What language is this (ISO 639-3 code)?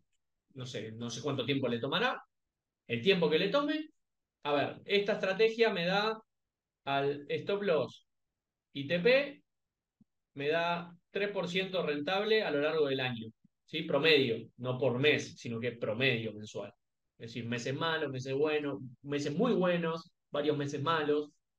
spa